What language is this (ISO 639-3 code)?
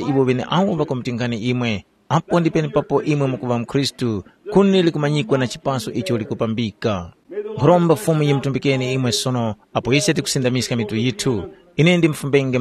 tum